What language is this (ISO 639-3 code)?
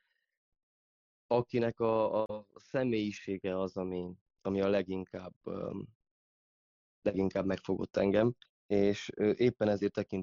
hun